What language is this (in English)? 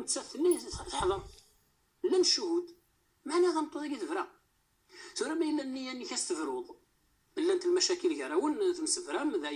Kabyle